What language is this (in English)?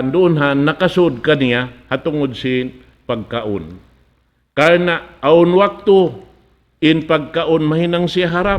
Tausug